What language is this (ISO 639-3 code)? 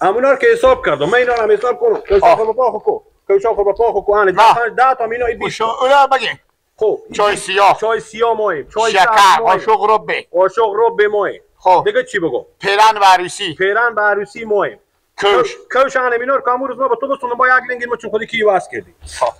fas